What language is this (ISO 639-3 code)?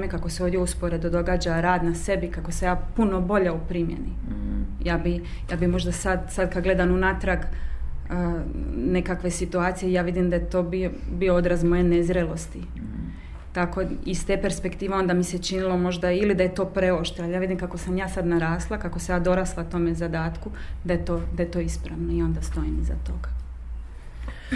hrv